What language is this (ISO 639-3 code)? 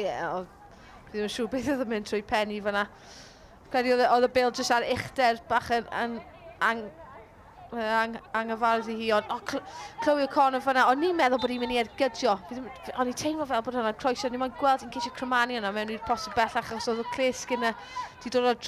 cym